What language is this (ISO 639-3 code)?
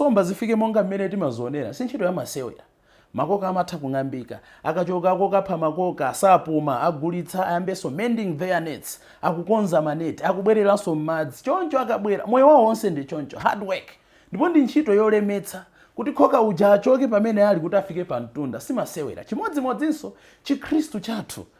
nya